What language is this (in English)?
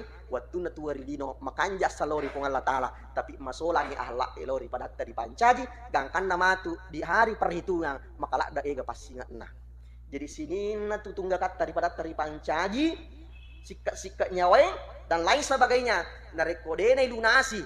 Buginese